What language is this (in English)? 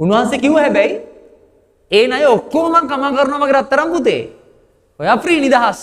Sinhala